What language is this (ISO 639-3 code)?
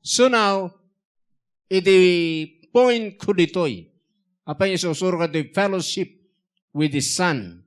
ilo